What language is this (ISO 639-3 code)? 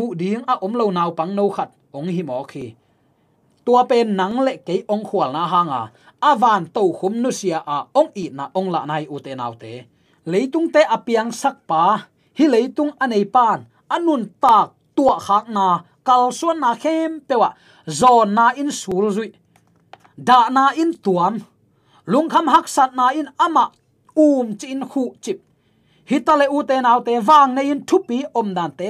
ctd